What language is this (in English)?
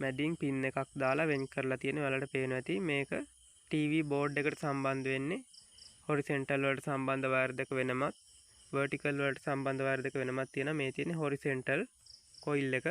Sinhala